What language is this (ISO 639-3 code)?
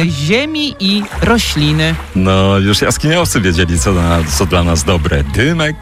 pol